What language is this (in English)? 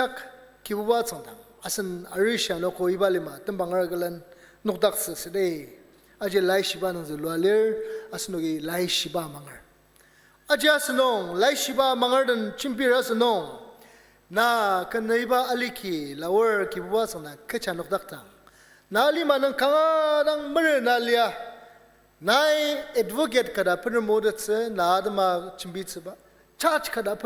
Ao Naga